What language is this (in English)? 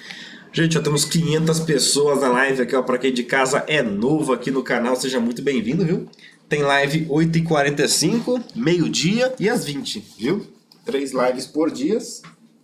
Portuguese